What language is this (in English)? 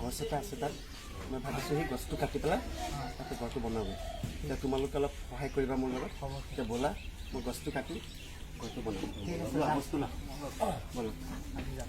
Assamese